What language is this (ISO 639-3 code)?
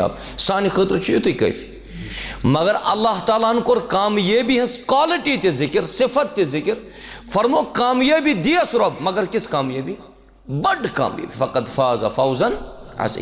kas